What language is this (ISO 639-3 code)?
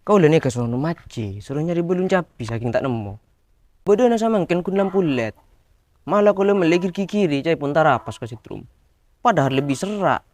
mad